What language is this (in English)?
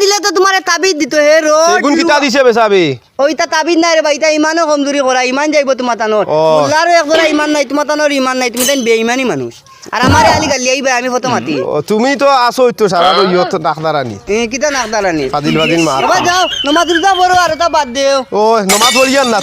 Sylheti